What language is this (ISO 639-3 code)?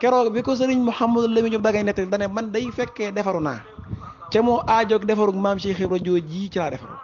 wol